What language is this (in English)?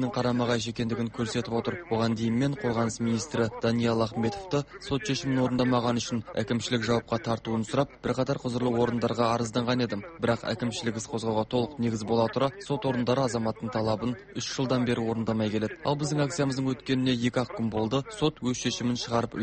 Kazakh